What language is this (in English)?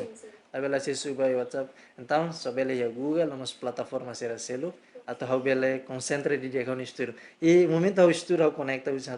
Tetum